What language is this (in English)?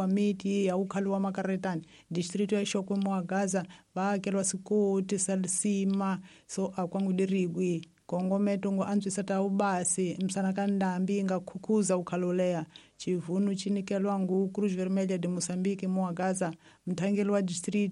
Tsonga